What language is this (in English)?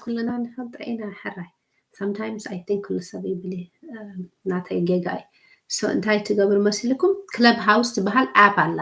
Tigrinya